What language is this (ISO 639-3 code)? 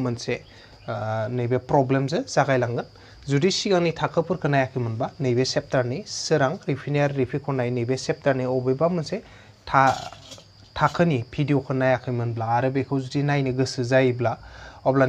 brx